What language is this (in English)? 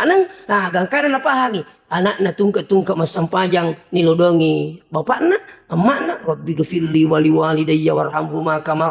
Buginese